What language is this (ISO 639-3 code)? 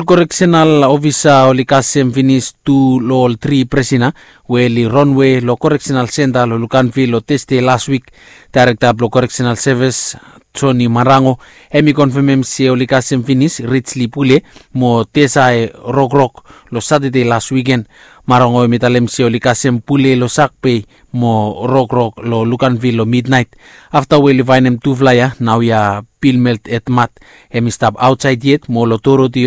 bis